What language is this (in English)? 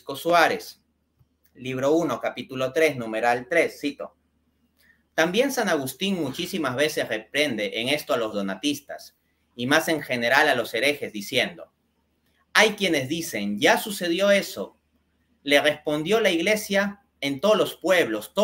Spanish